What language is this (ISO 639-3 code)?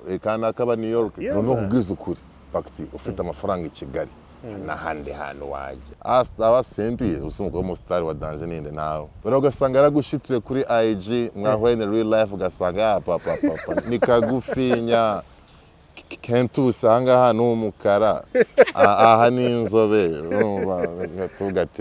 kin